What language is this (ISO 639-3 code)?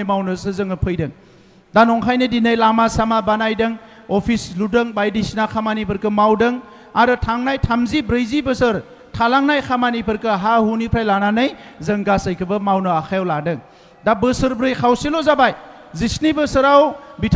brx